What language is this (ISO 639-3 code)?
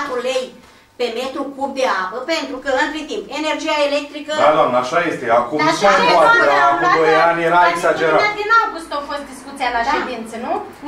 ron